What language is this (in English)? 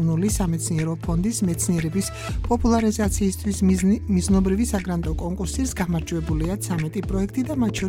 Georgian